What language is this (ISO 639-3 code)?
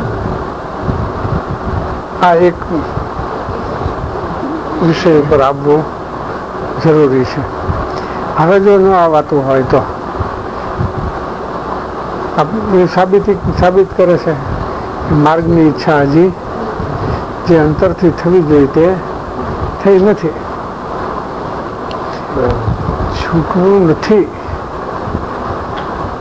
guj